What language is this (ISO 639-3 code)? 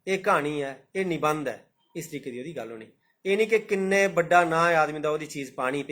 doi